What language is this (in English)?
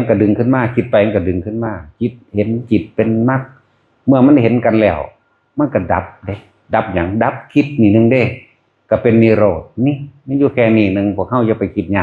Northeastern Thai